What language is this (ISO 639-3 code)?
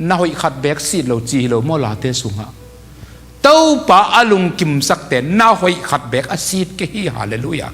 ctd